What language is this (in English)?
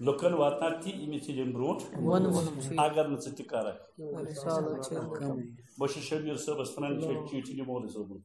Kashmiri